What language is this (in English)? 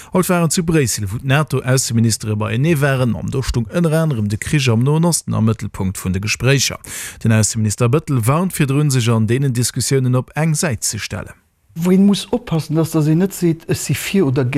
Luxembourgish